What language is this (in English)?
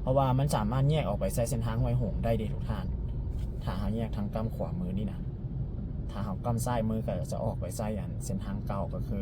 Lao